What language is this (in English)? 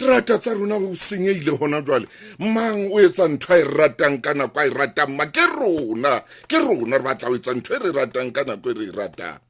Southern Sotho